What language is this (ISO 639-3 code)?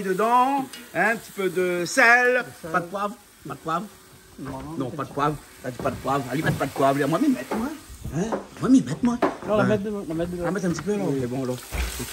rcf